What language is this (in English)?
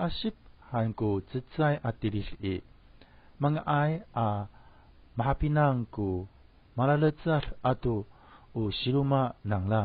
Amis